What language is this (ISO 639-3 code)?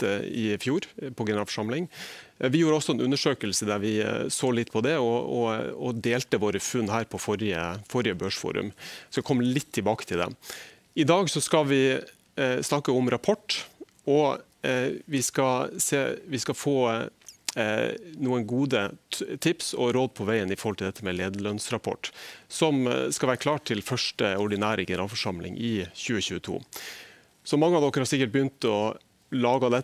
nor